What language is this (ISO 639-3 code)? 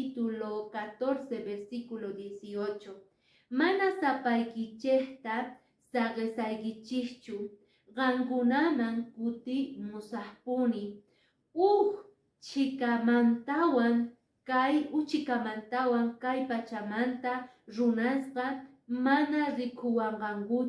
que